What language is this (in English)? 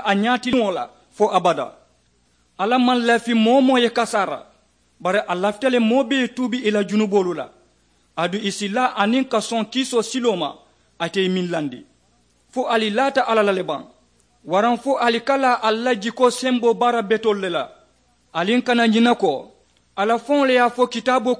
Mandingo